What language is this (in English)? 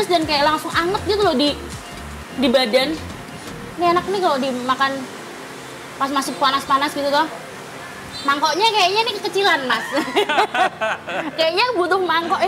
Indonesian